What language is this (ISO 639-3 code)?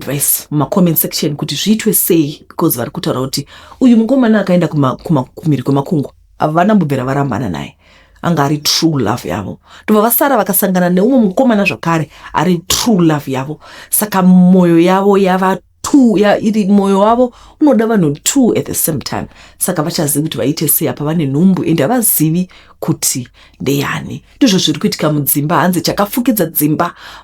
sna